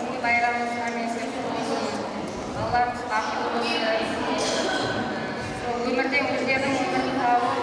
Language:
Kara-Kalpak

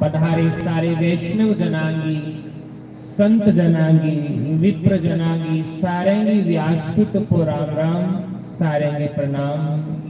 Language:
Dogri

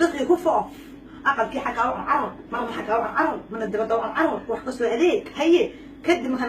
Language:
Somali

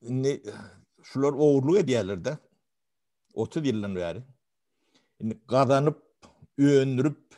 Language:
Turkmen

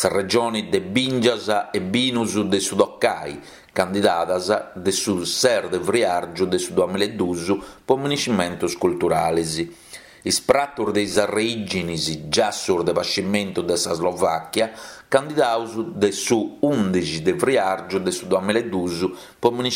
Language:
Sardinian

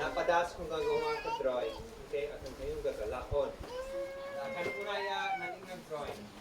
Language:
Isnag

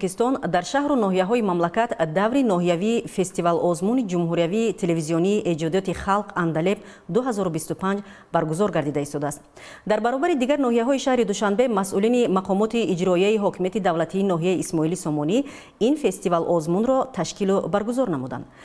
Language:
Tajik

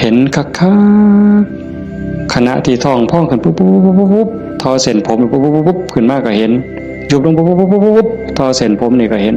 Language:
Northeastern Thai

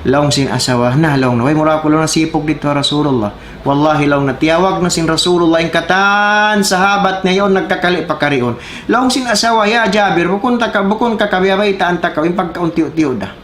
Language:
Tausug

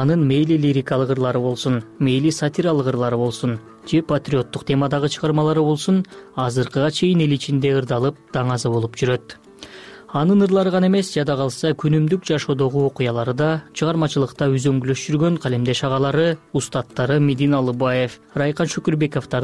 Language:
Kyrgyz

